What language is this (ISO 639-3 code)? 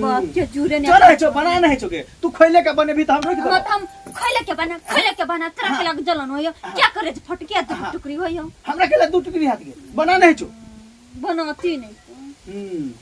mai